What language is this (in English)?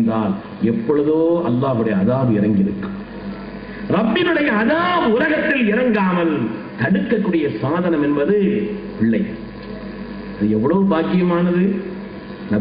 Tamil